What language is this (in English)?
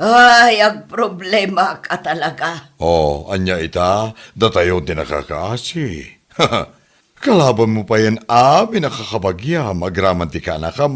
Iloko